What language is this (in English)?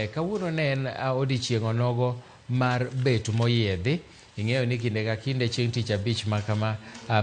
Luo (Kenya and Tanzania)